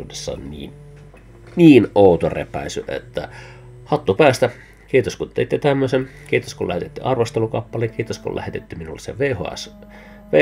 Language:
Finnish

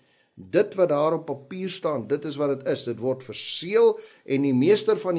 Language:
Afrikaans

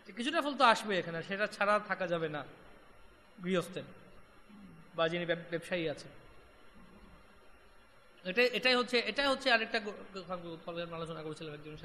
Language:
Bangla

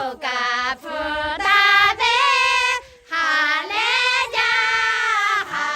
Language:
Lahu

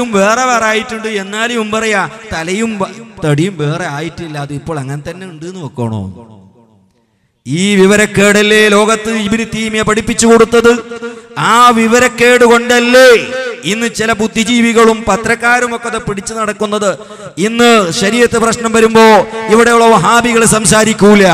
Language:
Malayalam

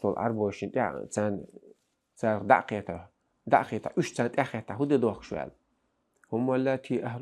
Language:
Chechen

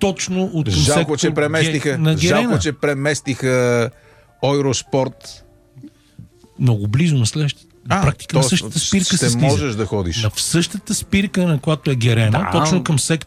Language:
Bulgarian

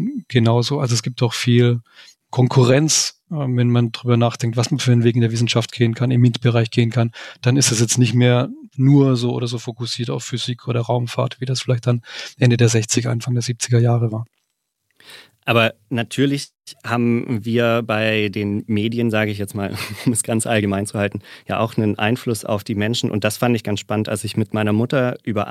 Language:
German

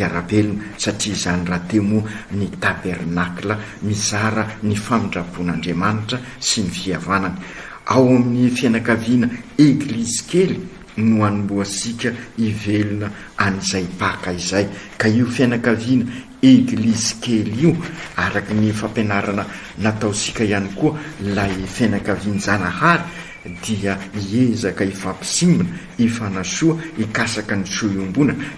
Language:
Malagasy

